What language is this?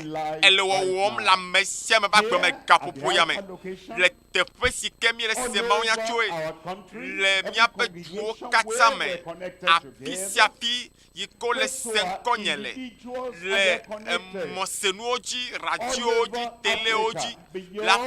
Ewe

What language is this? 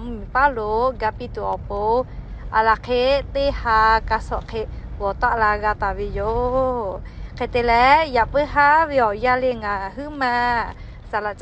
Lahu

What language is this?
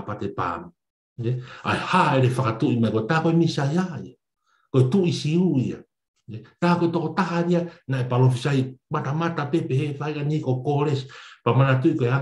Tongan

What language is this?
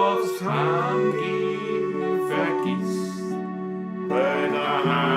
Bavarian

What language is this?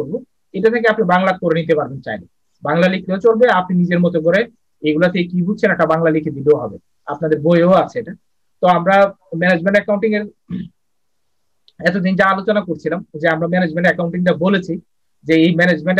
Bangla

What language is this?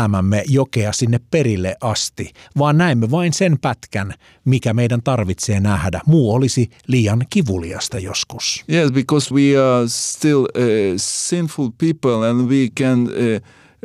Finnish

